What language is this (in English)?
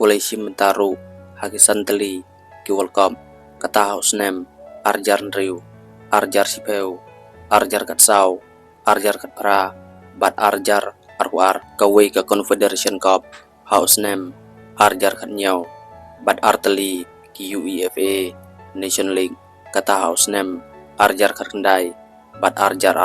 Khasi